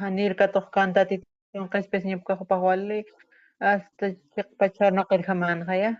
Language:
Aymara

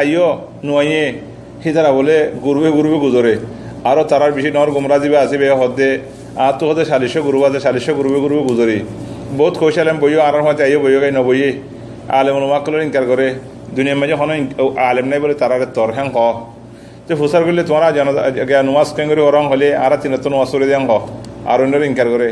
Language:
Rohingya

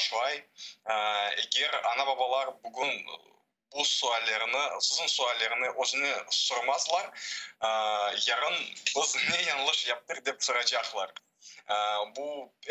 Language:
Crimean Tatar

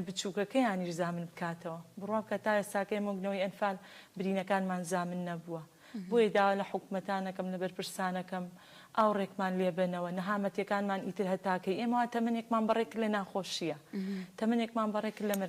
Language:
Central Kurdish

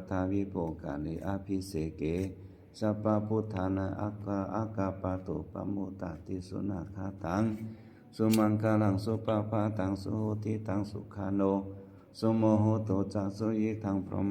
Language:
Pali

